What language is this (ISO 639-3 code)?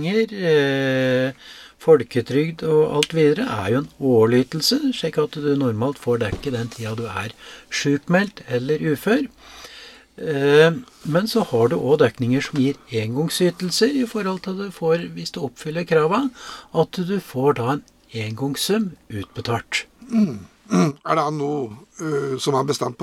nor